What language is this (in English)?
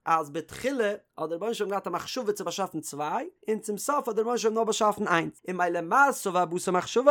Yiddish